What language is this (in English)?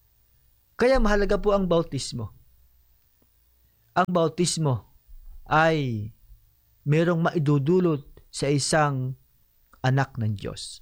Filipino